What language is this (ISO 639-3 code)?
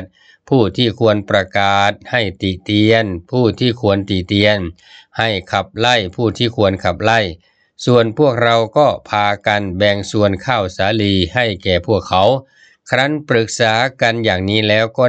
tha